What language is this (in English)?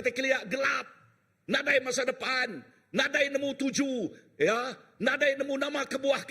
Iban